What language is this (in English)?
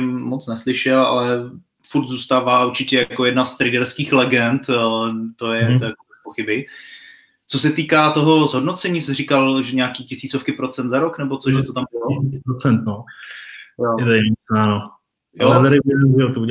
Czech